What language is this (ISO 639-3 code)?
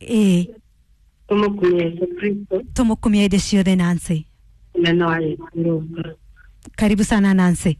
kik